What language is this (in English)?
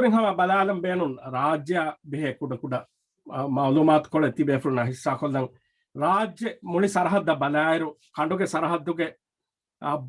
Divehi